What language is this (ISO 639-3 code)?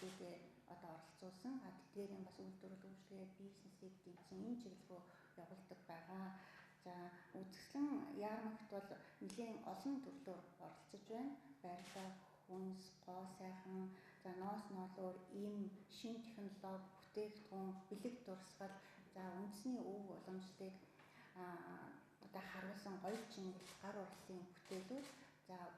mon